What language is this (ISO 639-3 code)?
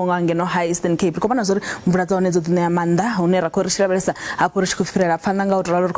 ven